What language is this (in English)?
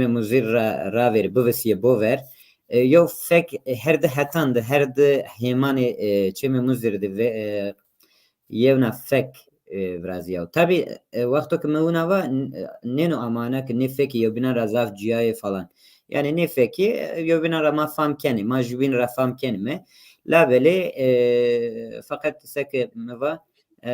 Zaza